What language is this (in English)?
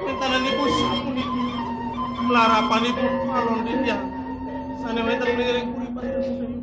Balinese